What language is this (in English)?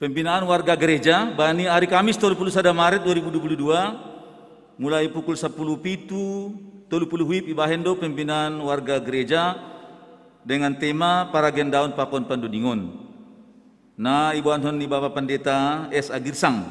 Batak Simalungun